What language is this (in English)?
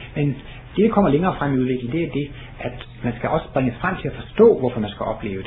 Danish